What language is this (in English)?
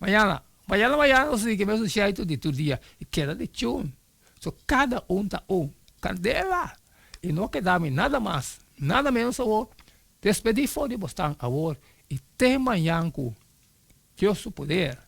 Papiamento